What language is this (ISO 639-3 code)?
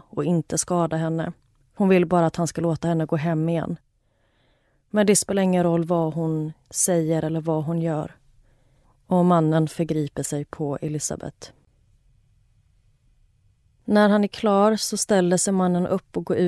swe